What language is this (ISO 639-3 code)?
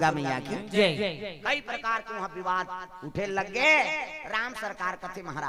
hne